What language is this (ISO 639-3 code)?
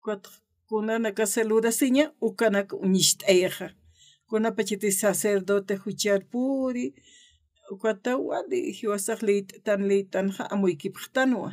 aym